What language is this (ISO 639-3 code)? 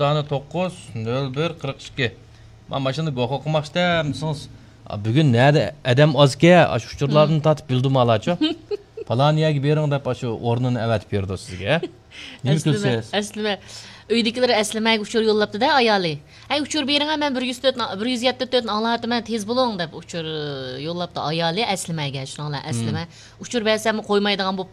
uig